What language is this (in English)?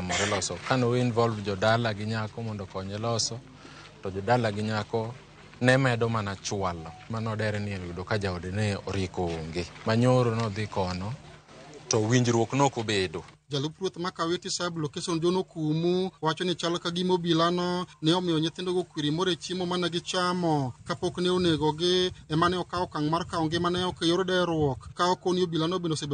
Luo (Kenya and Tanzania)